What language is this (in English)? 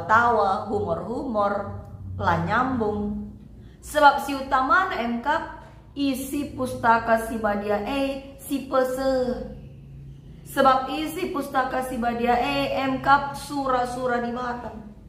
Batak Karo